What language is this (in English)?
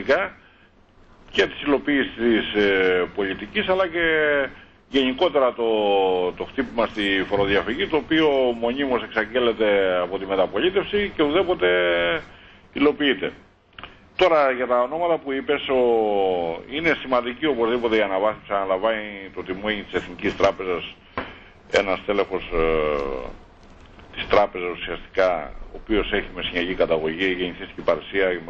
Greek